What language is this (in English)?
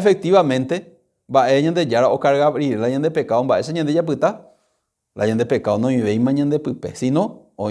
Guarani